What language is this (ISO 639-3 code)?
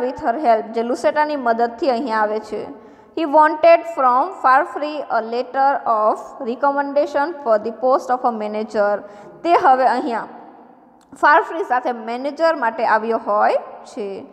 guj